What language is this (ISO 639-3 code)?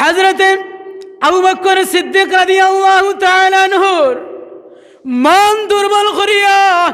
syl